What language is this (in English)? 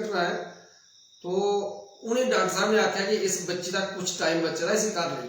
Dogri